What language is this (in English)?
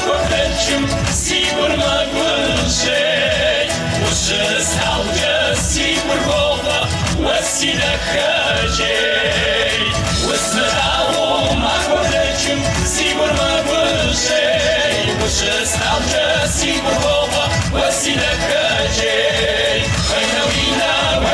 Kabardian